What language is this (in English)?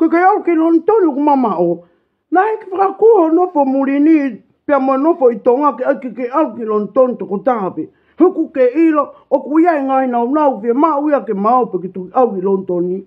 Tongan